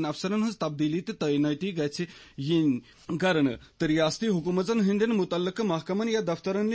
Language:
Kashmiri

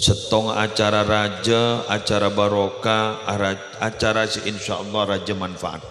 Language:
Madurese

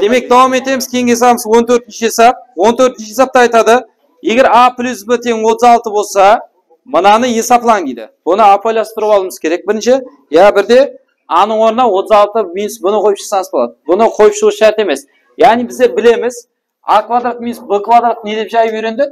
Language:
Kara-Kalpak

